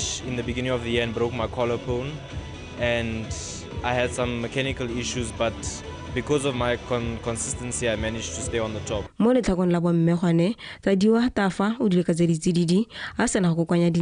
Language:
Tswana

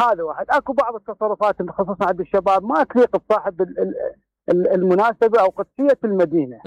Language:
Mesopotamian Arabic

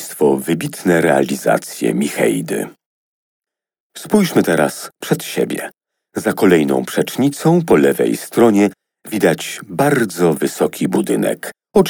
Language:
Polish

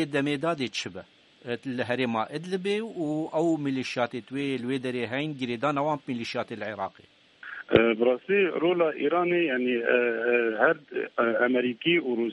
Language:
Kurdish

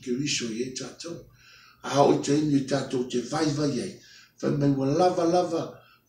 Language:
Samoan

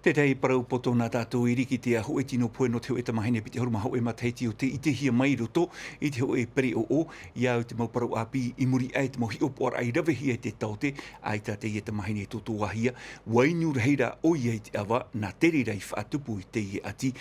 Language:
Tahitian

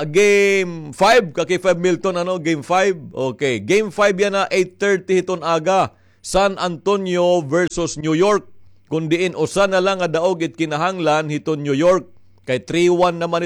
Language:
Waray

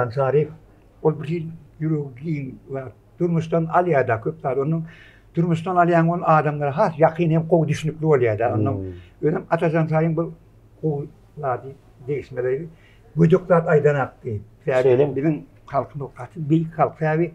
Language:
Turkmen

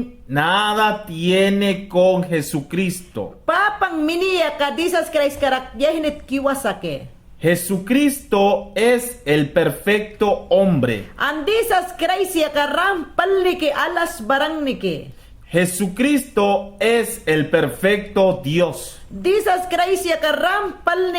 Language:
Mayangna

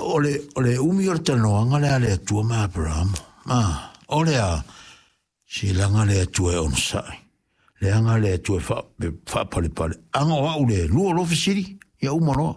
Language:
Samoan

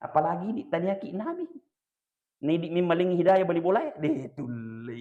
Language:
Buginese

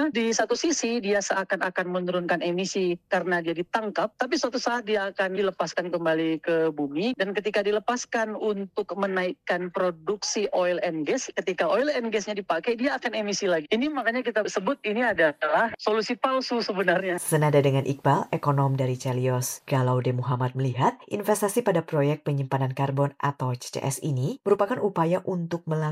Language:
Indonesian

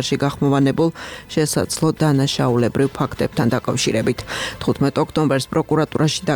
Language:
Georgian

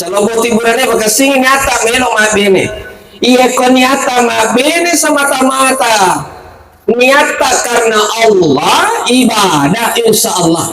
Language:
Buginese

